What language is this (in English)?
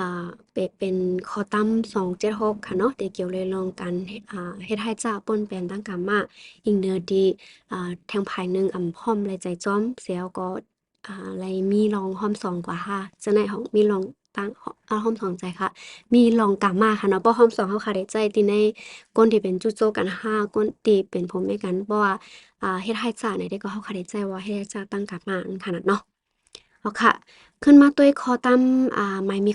Shan